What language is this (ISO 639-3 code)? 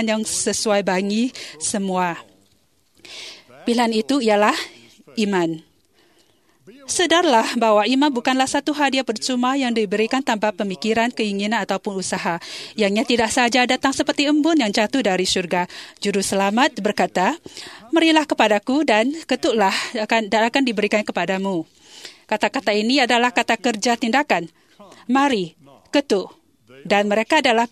msa